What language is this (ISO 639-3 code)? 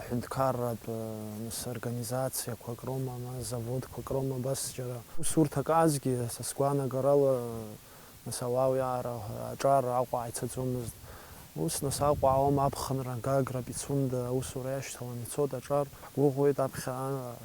abk